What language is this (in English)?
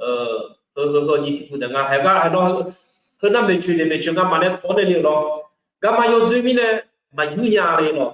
Akha